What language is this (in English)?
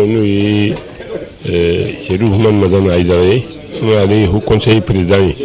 Bambara